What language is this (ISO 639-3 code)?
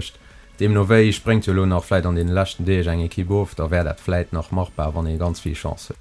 ltz